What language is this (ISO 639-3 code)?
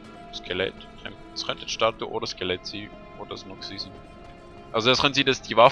gsw